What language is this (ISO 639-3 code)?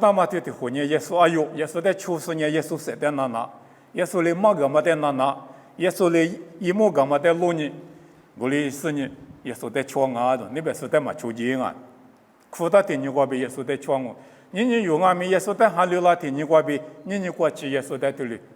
lis